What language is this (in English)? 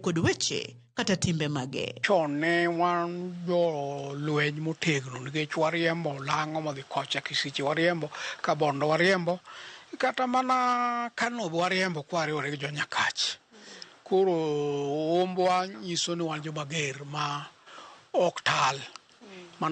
Luo (Kenya and Tanzania)